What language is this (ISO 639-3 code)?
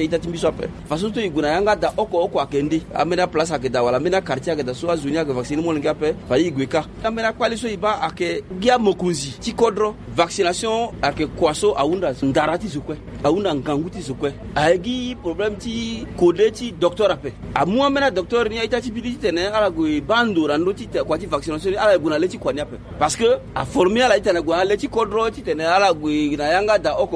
sag